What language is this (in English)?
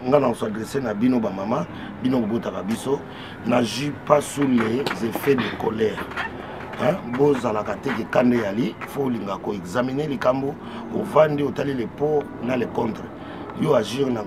Lingala